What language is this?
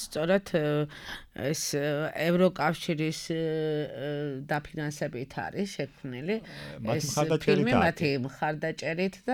Georgian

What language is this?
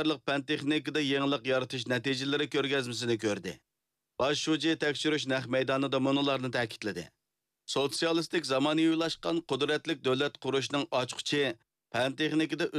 Uyghur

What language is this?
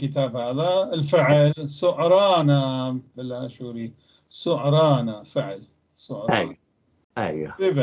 North Levantine Arabic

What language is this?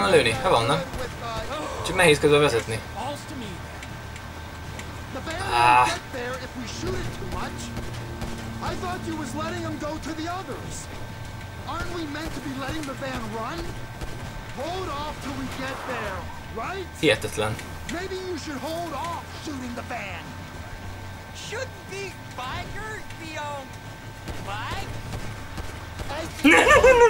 Hungarian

